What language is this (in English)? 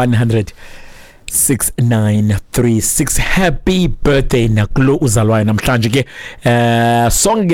Xhosa